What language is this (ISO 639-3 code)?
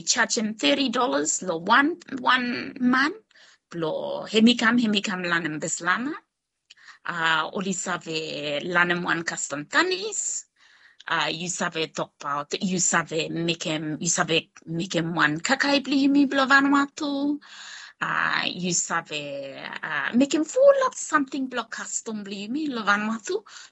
bis